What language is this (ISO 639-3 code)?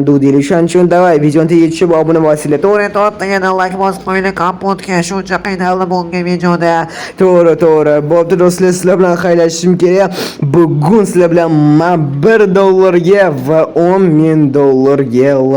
uzb